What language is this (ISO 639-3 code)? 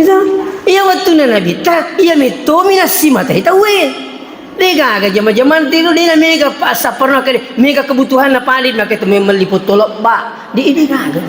bug